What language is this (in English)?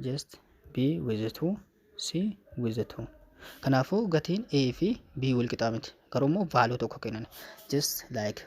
Oromo